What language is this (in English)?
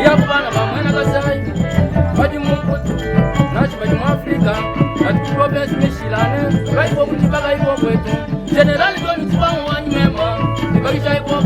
Luba-Lulua